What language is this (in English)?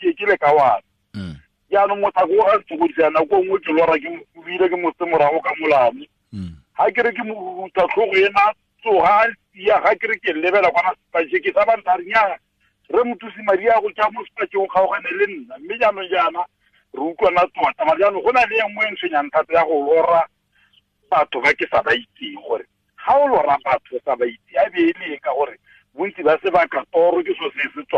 Tswana